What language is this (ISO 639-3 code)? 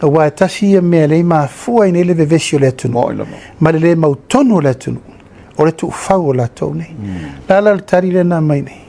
smo